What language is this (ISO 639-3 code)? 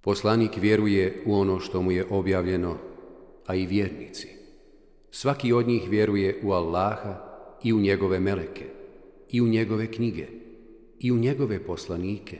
bos